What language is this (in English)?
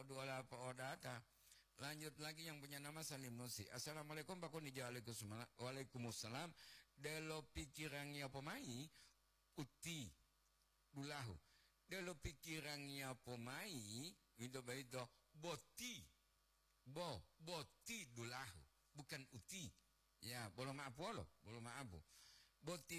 Gorontalo